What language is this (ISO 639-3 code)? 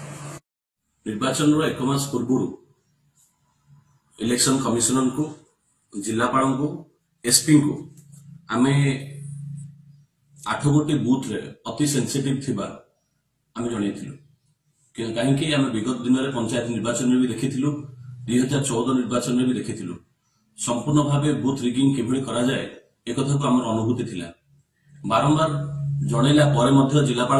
ori